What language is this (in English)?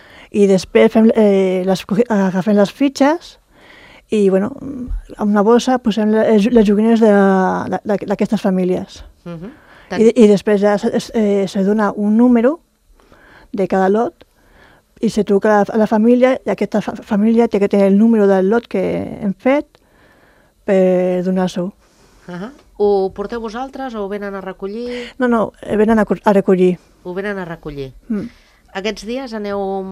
Catalan